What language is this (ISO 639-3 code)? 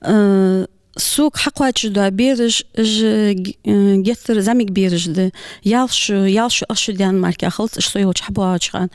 inh